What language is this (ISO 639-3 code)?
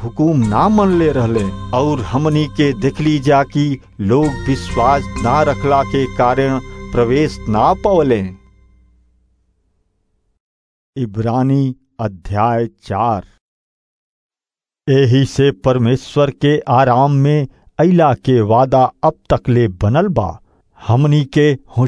bho